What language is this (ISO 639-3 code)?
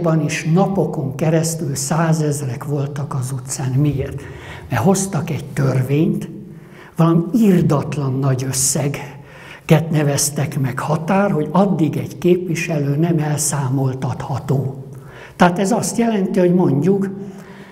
hun